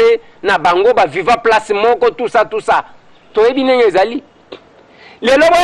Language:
Lingala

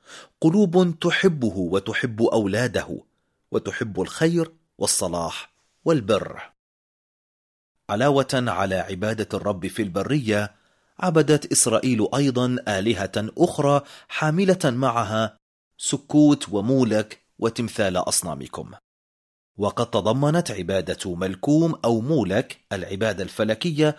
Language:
Arabic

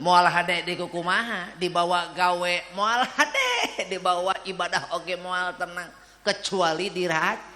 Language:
Sundanese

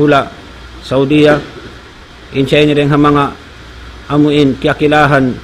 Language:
Tausug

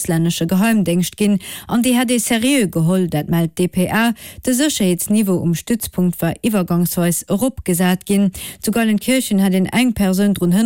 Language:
Luxembourgish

